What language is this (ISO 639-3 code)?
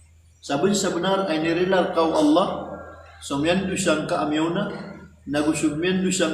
mrw